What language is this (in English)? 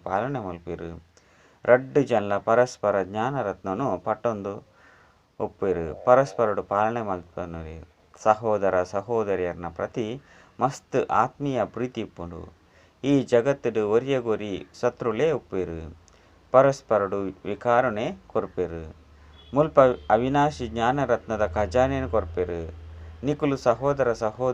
Tulu